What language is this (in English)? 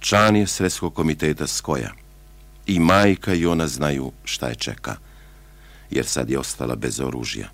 Serbian